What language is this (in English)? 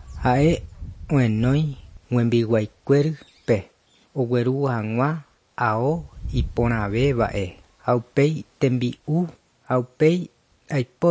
Guarani